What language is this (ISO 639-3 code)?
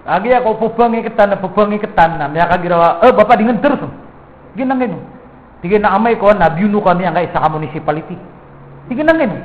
mrw